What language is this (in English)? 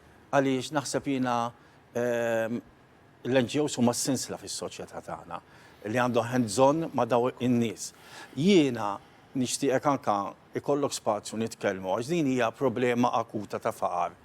Maltese